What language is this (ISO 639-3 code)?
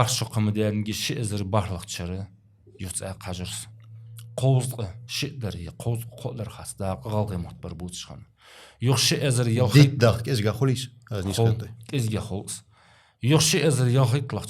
inh